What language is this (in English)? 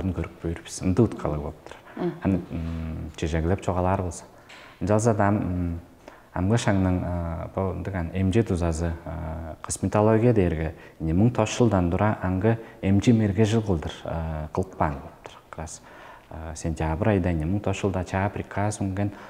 Tuvinian